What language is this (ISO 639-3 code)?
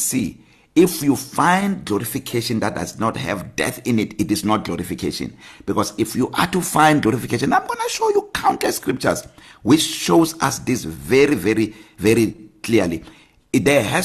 eng